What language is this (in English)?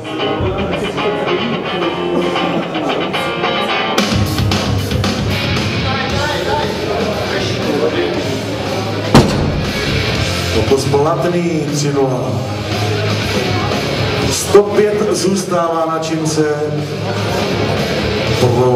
Czech